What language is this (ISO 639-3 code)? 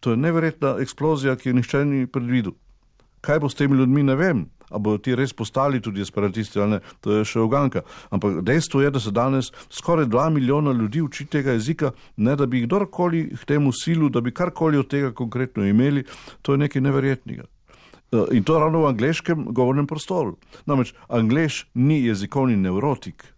slv